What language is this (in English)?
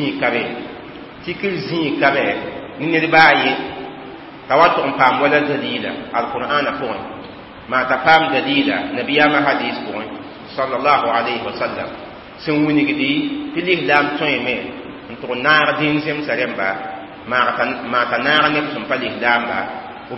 Mossi